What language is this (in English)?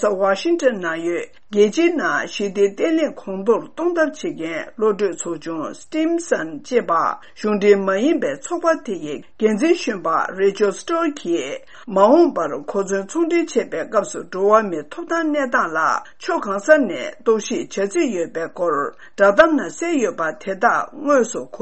Tibetan